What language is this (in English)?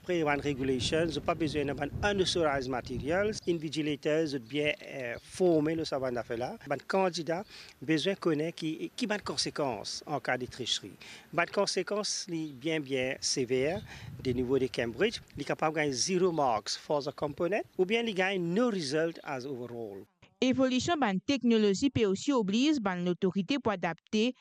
Morisyen